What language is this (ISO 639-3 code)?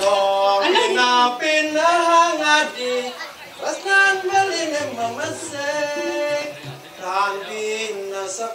ban